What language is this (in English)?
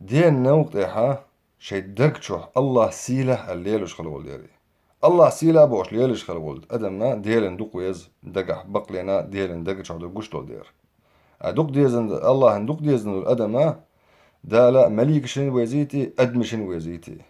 Chechen